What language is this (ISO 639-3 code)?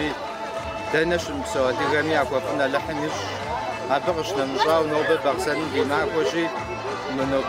kbd